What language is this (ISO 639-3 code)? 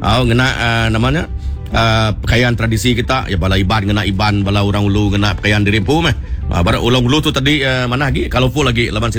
iba